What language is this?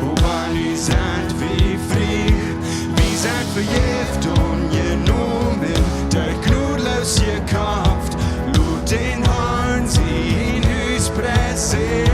Plautdietsch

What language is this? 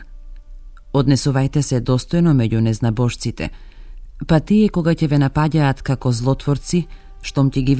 Macedonian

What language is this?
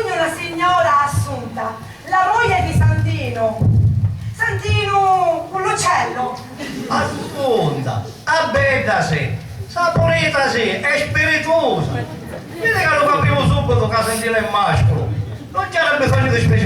Sicilian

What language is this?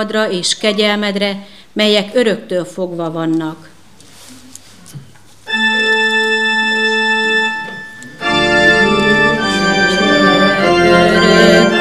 Hungarian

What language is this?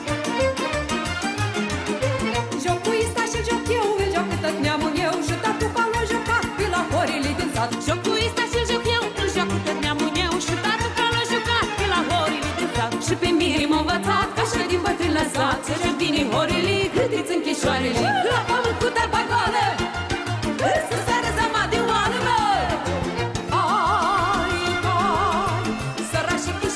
Romanian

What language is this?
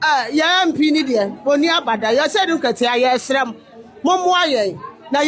Akan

